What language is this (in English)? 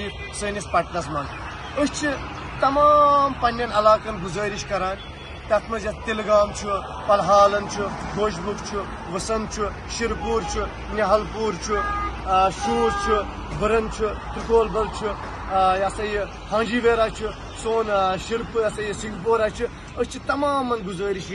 Kashmiri